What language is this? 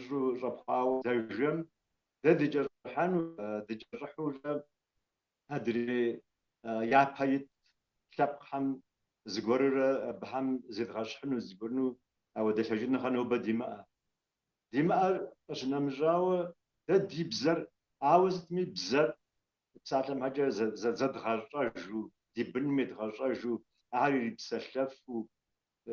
Kabardian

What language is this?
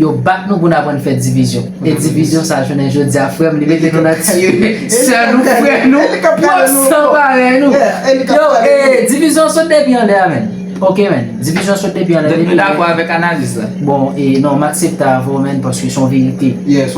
Haitian Creole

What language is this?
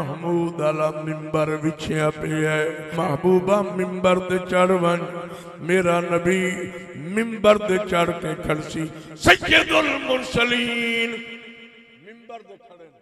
Saraiki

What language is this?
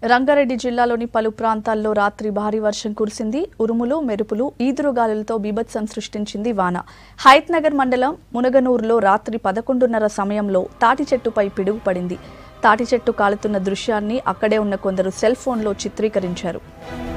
Telugu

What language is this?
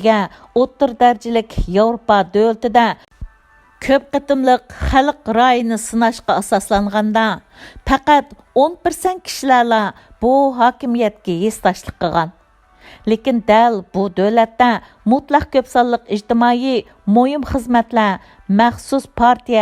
Uyghur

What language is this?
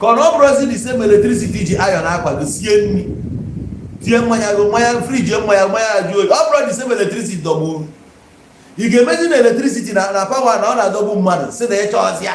Igbo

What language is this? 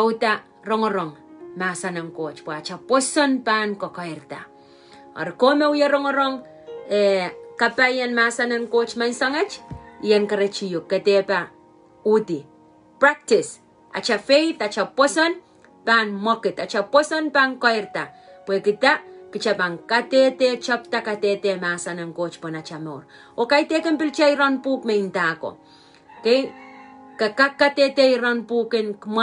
Pohnpeian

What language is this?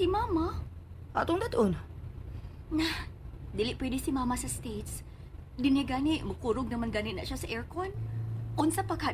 Cebuano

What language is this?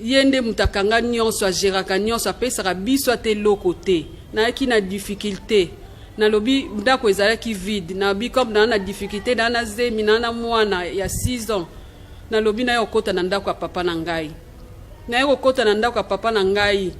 Lingala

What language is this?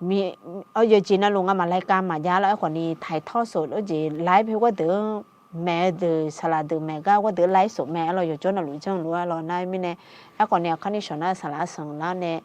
Akha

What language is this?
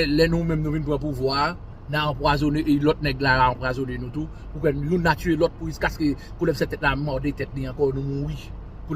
Haitian Creole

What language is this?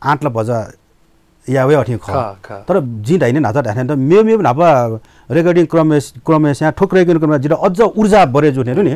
Newari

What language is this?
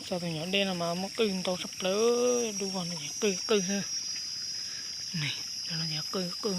Hmong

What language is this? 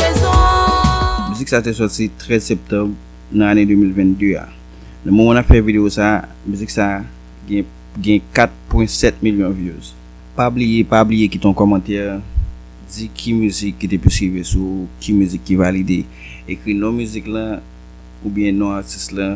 Haitian Creole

